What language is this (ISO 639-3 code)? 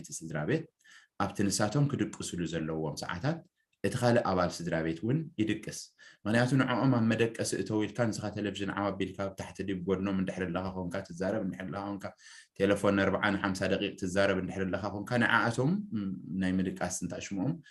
tir